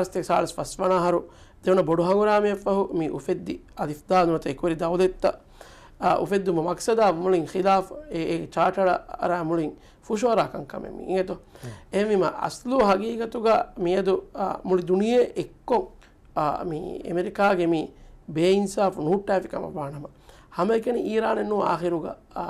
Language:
Divehi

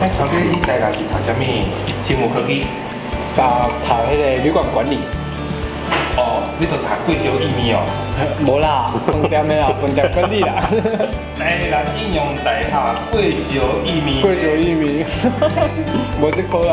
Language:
Min Nan Chinese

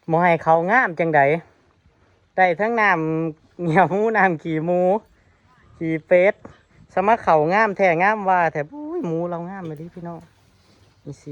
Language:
Northeastern Thai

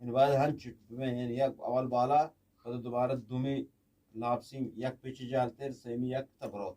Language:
Eastern Balochi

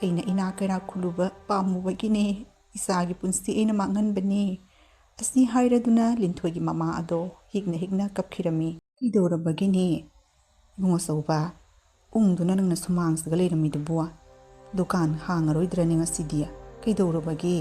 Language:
Manipuri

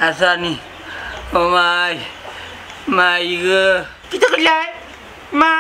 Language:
Sylheti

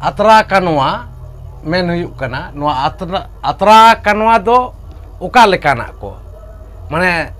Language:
Santali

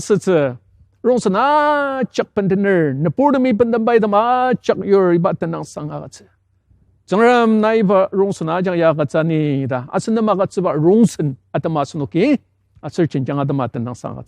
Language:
Ao Naga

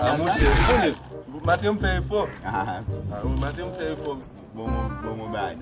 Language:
Haitian Creole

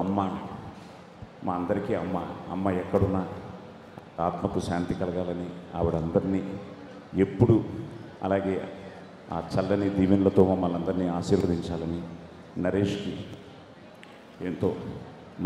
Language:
Telugu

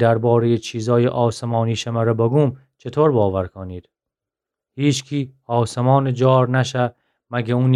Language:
Gilaki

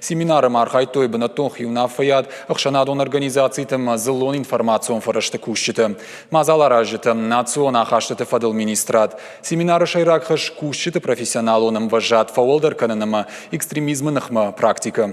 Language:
Ossetic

